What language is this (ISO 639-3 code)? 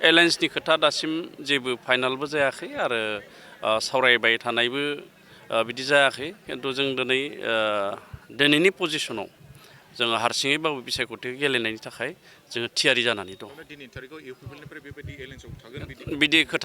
brx